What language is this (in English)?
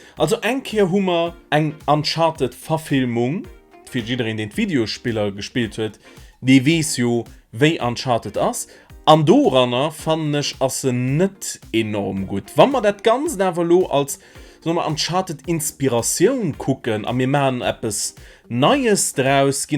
Luxembourgish